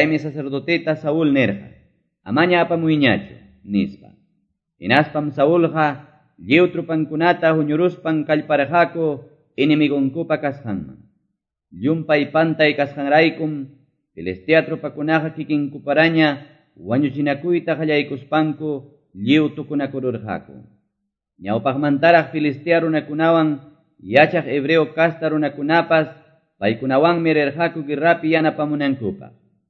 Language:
Quechua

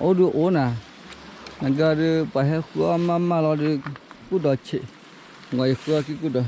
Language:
S'gaw Karen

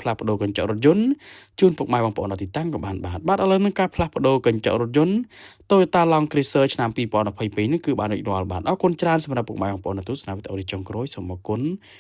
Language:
Khmer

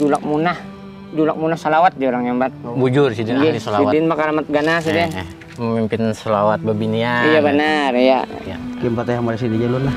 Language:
Banjar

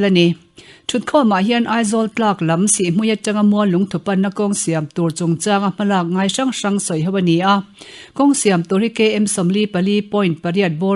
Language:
Mizo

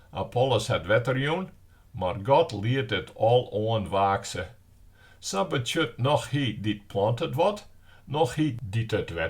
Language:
Western Frisian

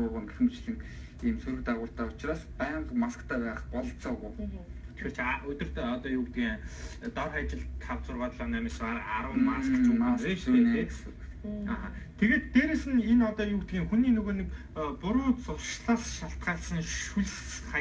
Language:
Mongolian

